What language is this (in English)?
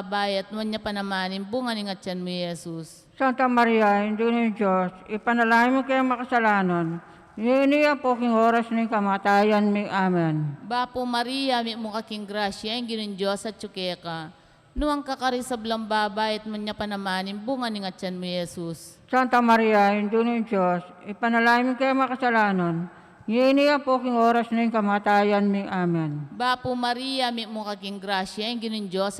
Pampanga